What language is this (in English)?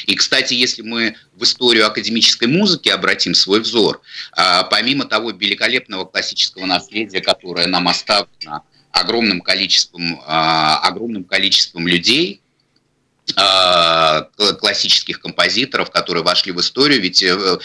Russian